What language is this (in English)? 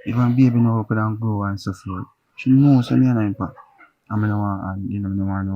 Jamaican Creole English